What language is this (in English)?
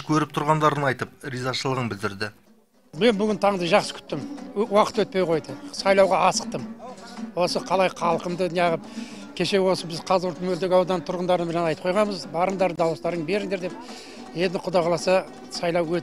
Kazakh